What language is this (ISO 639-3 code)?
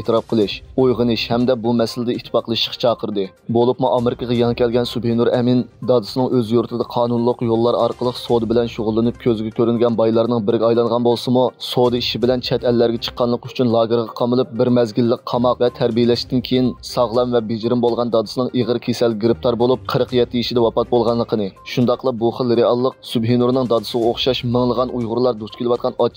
uig